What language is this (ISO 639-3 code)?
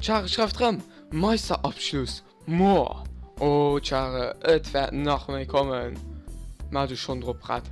ltz